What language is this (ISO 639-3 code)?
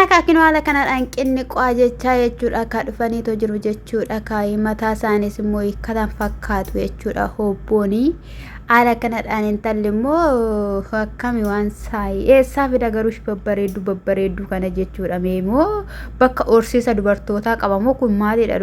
orm